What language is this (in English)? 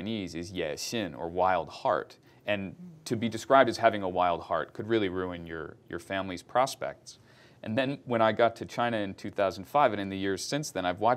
English